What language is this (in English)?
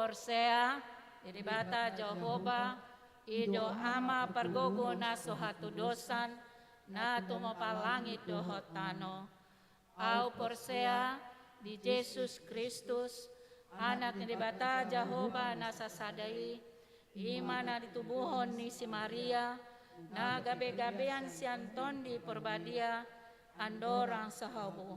Batak Toba